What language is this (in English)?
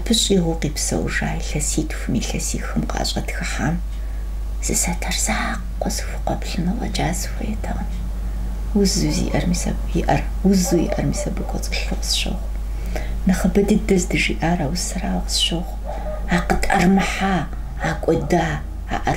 Kabardian